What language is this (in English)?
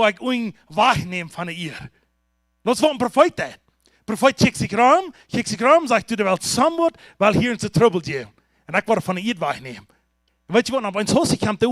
Plautdietsch